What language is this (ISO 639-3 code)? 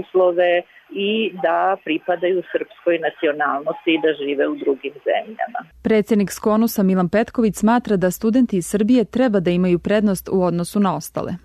srp